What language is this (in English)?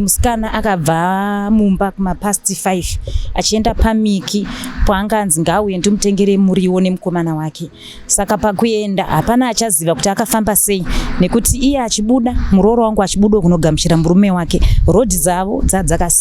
Shona